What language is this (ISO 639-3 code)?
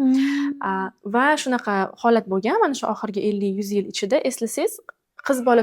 uzb